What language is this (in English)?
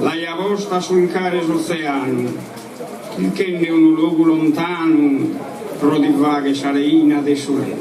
Sardinian